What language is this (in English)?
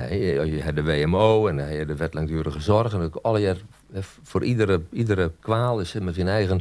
Western Frisian